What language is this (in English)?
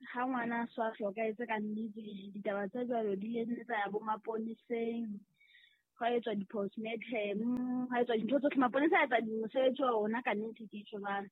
Southern Sotho